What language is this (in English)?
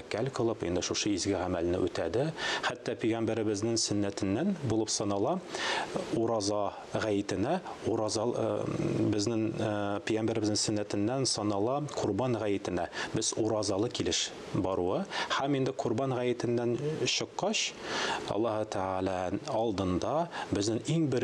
Tatar